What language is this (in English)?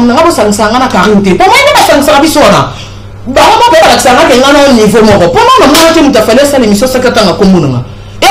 Lingala